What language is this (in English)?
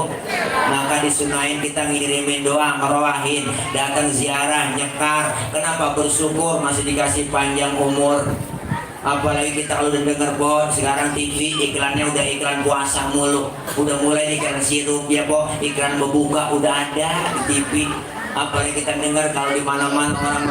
Betawi